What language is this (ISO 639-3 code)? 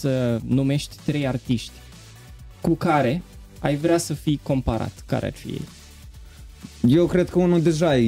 ron